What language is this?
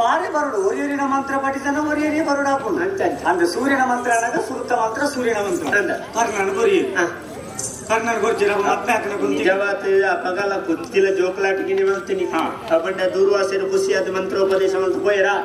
Tulu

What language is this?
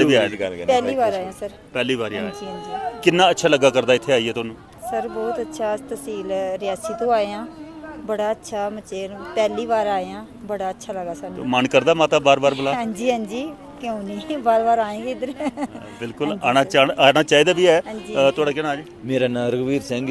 Dogri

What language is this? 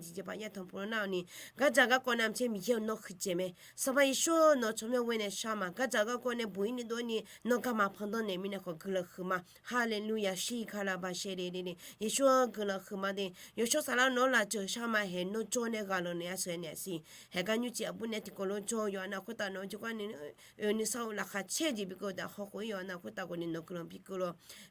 Akha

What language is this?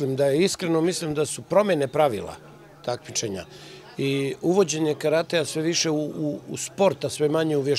Bosnian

